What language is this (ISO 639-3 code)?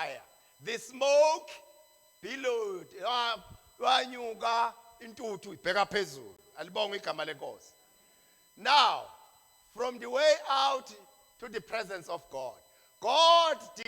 zul